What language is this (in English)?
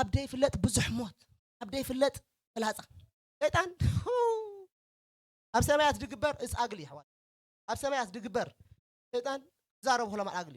Tigrinya